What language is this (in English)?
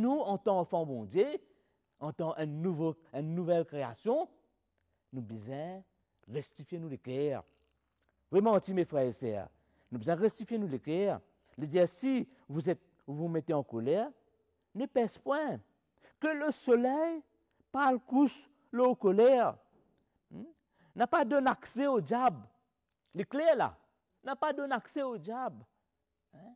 Morisyen